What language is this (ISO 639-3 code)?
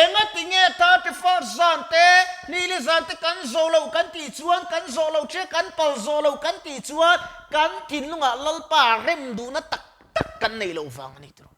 lus